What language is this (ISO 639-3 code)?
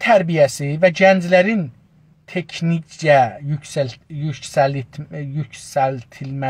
azb